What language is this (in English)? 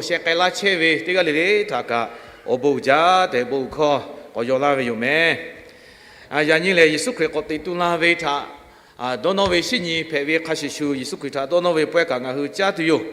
Lahu